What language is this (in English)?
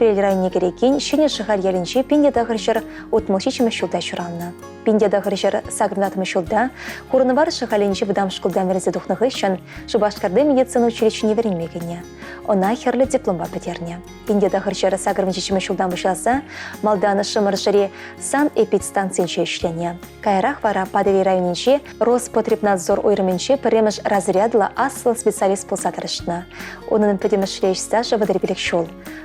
Chuvash